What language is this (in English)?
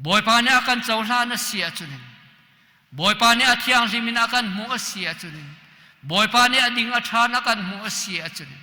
Hakha Chin